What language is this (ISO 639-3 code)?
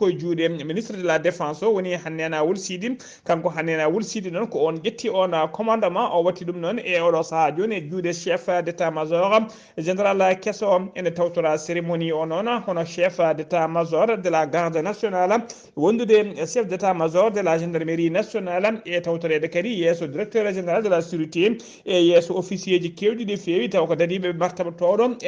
ful